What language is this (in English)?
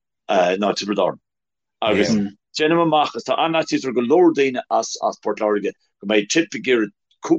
Irish